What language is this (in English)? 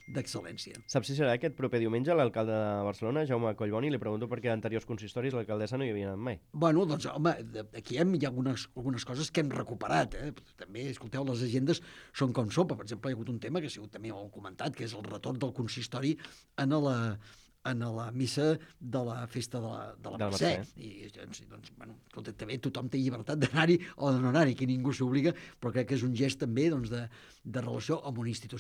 Catalan